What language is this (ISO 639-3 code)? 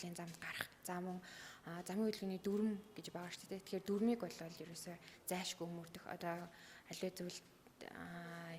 mon